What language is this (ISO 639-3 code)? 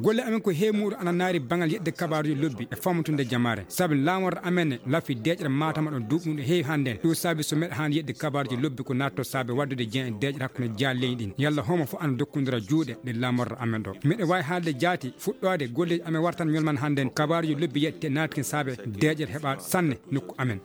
ful